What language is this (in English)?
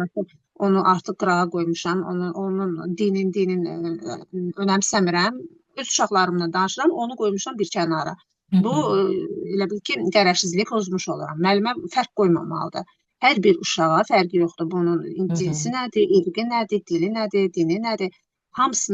Azerbaijani